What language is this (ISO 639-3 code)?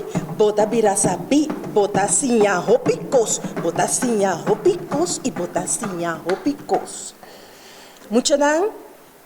pap